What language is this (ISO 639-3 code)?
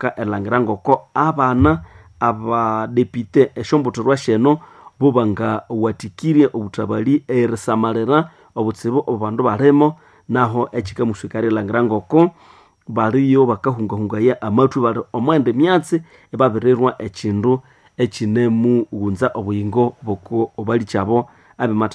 nnb